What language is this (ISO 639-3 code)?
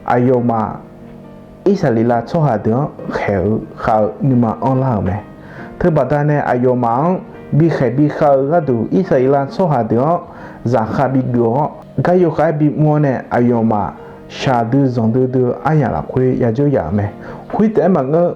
ahk